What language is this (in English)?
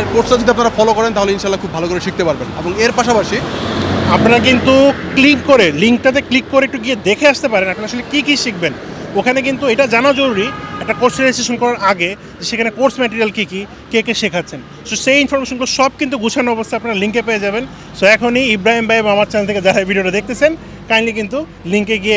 Bangla